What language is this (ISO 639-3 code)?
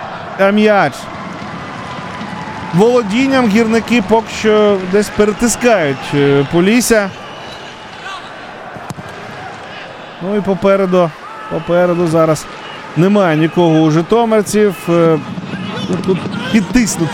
ukr